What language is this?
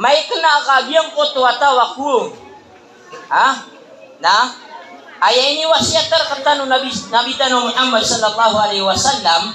Maranao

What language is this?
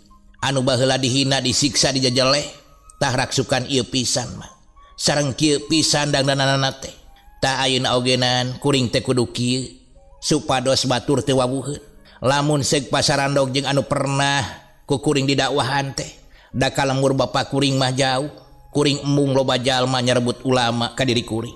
Sundanese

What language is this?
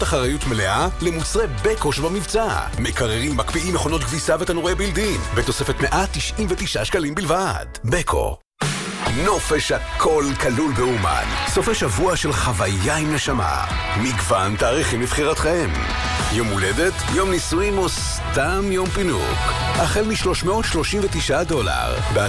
Hebrew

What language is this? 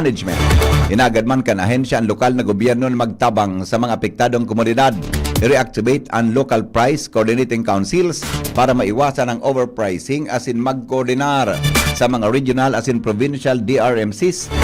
Bikol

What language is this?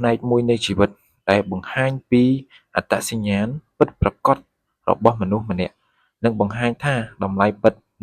Khmer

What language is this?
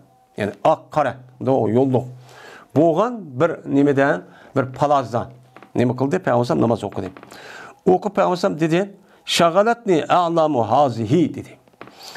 Uyghur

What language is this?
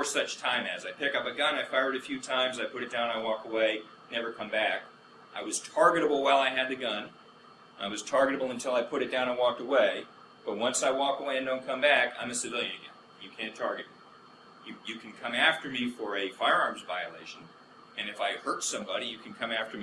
English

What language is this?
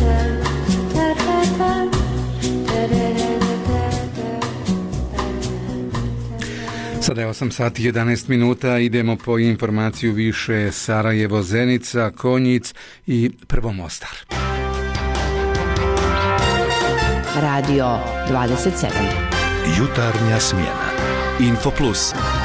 Bosnian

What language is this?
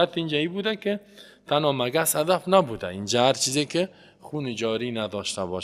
Persian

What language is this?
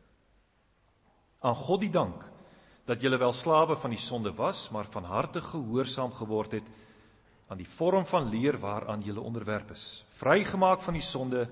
Afrikaans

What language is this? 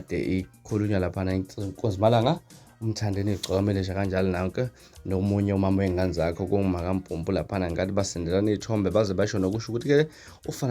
Zulu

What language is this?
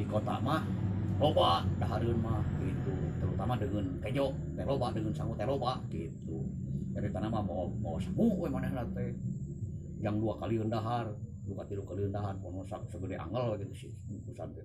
Sundanese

